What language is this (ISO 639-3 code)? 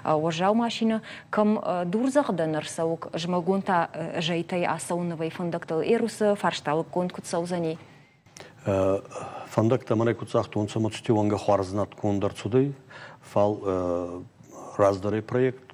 oss